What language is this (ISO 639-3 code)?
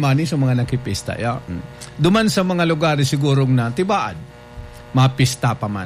bik